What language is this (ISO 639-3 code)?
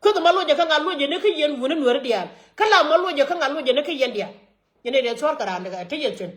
nus